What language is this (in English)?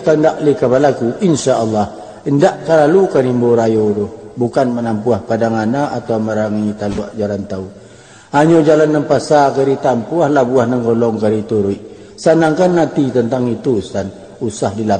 Minangkabau